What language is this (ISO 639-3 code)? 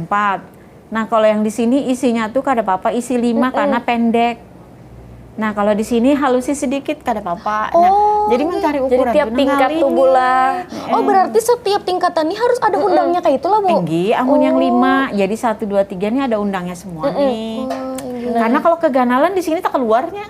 bjn